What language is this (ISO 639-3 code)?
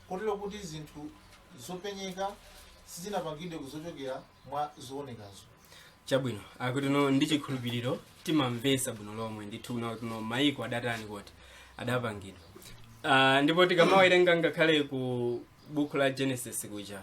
nya